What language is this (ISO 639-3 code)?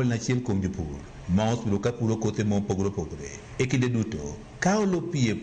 luo